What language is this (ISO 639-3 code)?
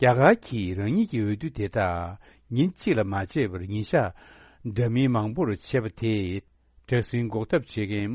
bod